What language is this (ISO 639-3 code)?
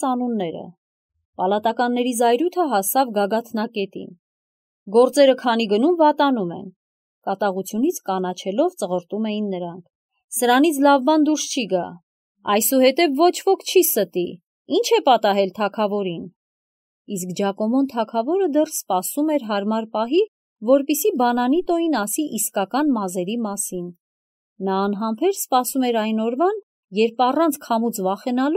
hye